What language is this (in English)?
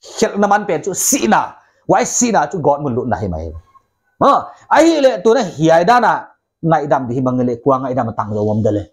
Paite Chin